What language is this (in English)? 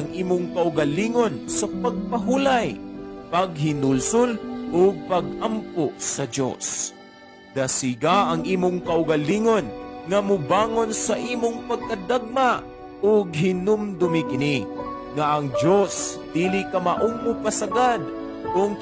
Cebuano